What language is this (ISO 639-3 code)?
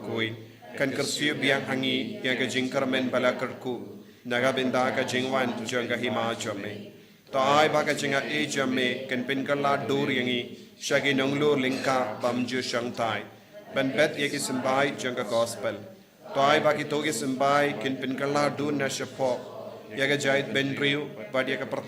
kha